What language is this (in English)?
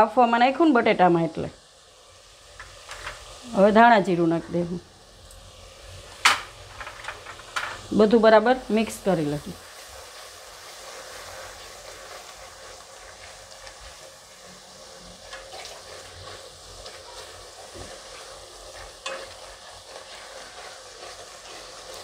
Gujarati